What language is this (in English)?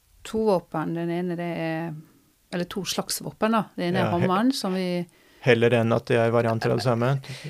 Norwegian